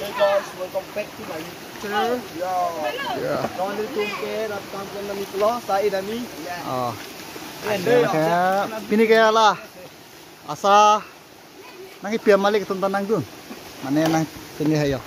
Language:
Karbi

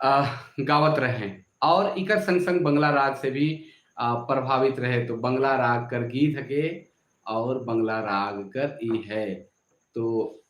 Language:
Sadri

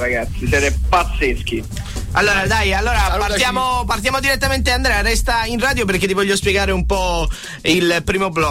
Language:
Italian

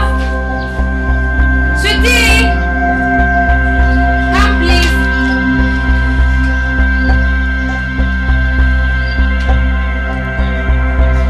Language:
Swahili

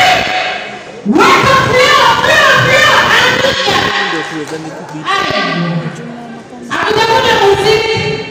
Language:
Swahili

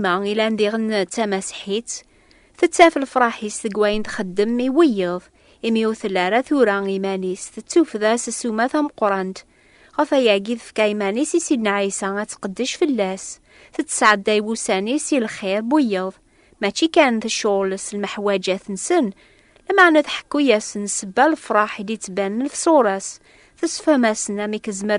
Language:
Kabyle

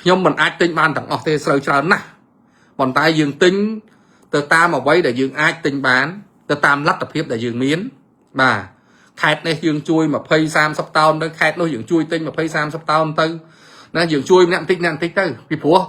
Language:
Khmer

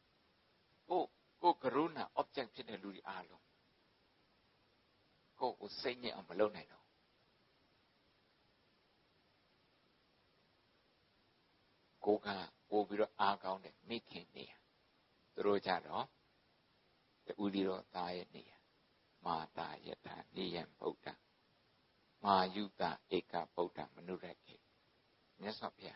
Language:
Burmese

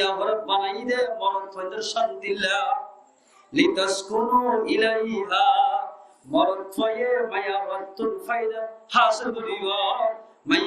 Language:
Rohingya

